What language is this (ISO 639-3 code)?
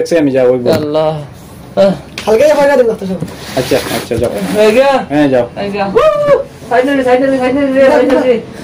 syl